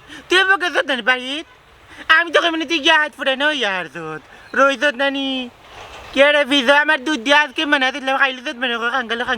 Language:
Sylheti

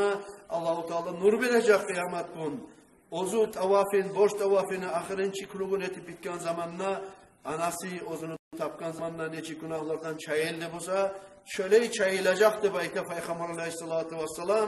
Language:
Kumyk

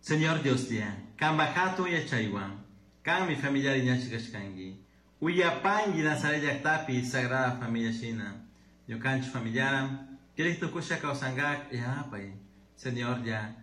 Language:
Chimborazo Highland Quichua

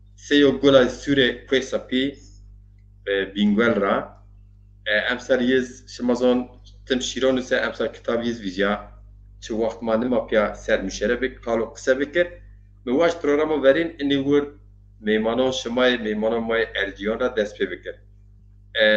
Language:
Zaza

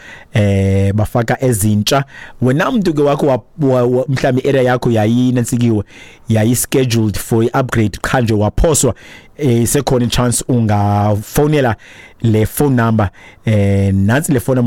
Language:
Xhosa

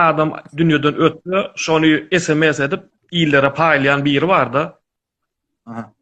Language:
Turkmen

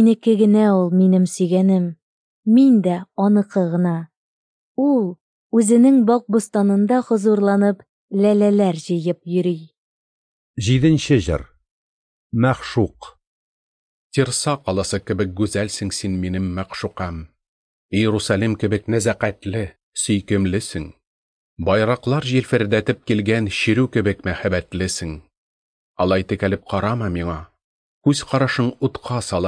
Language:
Tatar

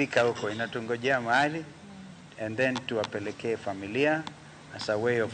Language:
Luo (Kenya and Tanzania)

